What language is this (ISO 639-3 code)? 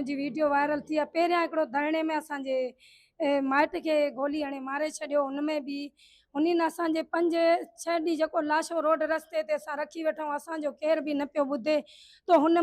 snd